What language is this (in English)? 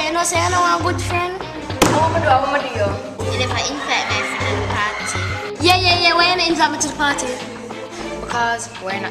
Jamaican Creole English